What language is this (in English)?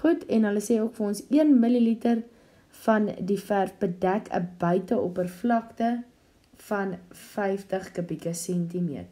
Afrikaans